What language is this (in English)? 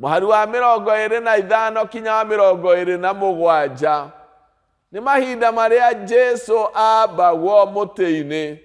Kikuyu